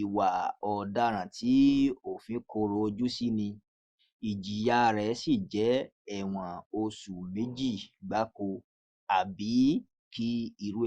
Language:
Yoruba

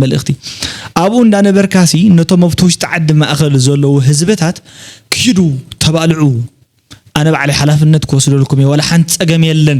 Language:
Tigrinya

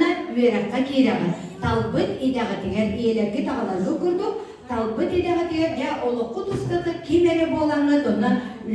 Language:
Yakut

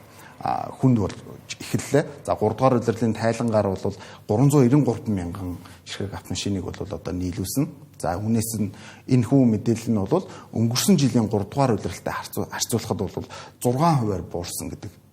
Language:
Mongolian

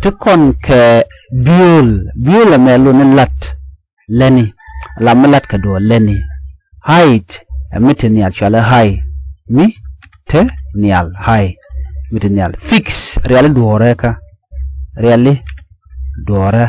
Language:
Nuer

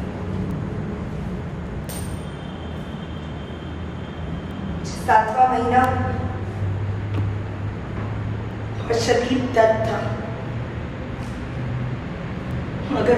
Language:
Hindi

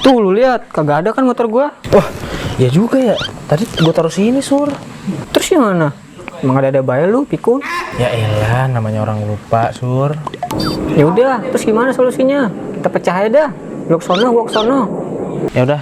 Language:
Betawi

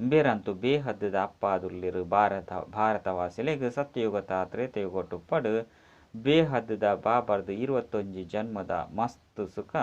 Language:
Tulu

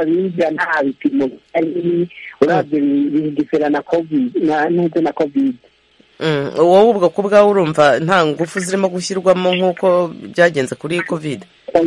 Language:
Kinyarwanda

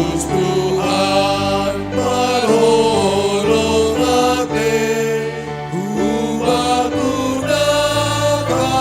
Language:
Batak Simalungun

